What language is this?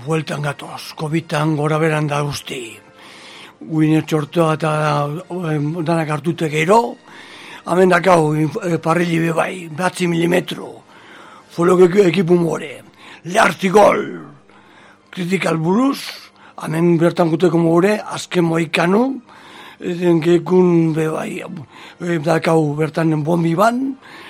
Basque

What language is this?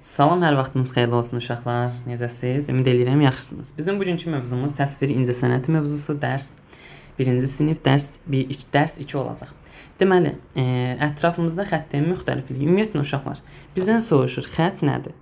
Azerbaijani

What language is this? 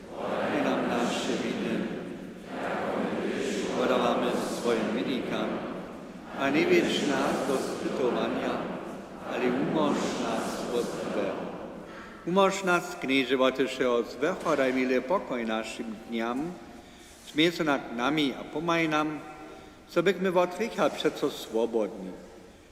Upper Sorbian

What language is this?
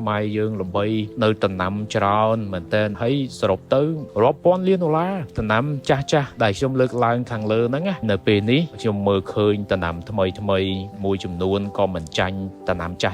Khmer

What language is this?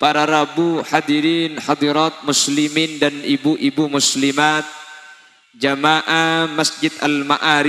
Madurese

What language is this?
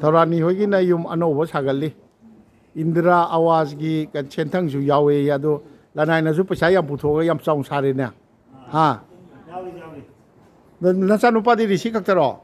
Manipuri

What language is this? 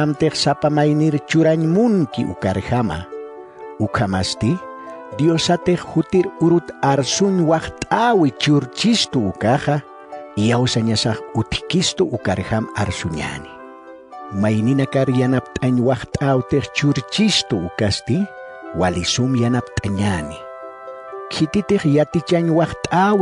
Aymara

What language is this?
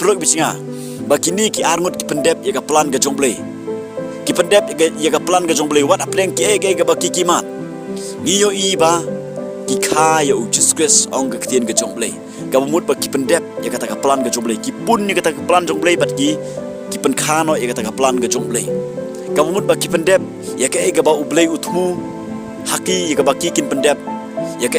Khasi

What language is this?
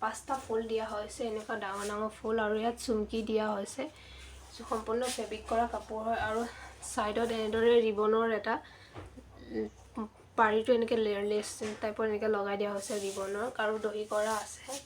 Assamese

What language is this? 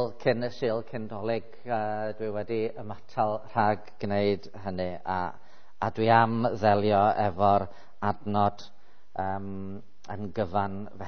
Welsh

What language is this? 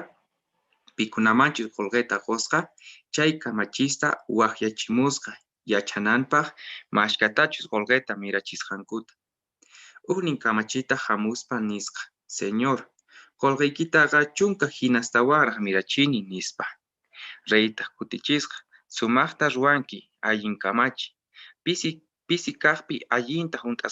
Quechua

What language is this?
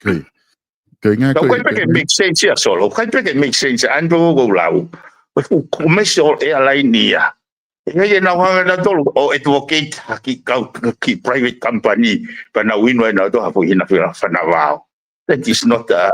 Tongan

